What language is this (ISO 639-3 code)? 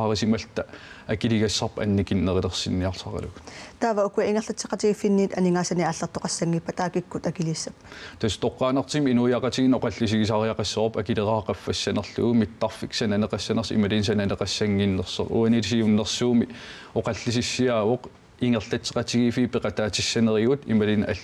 kal